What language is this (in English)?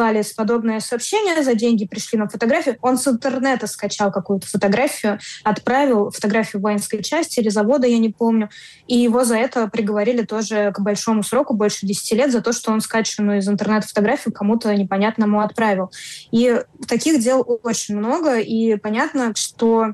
Russian